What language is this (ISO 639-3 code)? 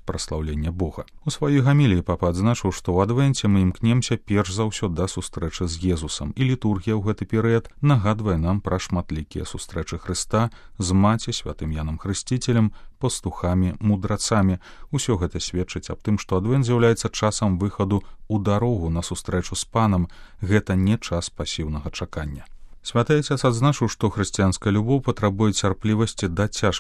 bel